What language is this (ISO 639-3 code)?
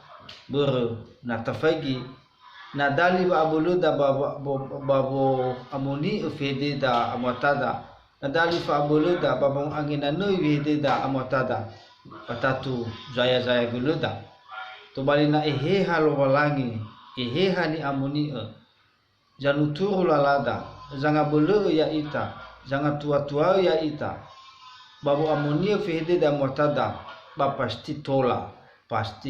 nia